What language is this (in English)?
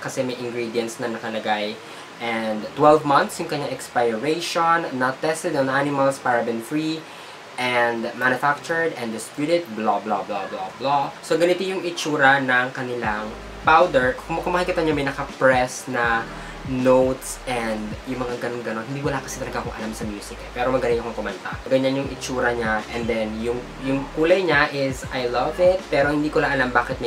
Filipino